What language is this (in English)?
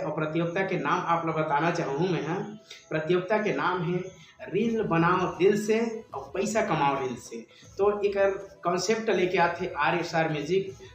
Chhattisgarhi